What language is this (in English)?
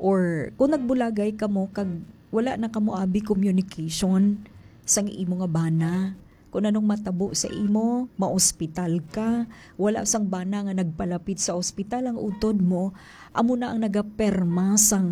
Hiligaynon